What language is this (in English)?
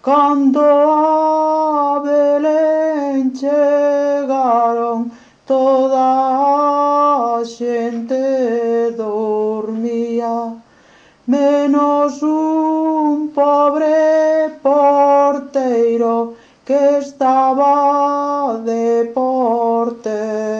Galician